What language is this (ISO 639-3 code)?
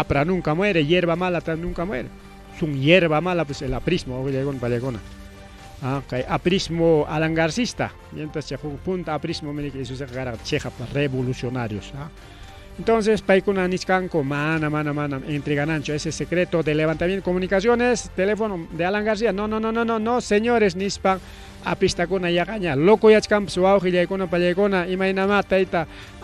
quy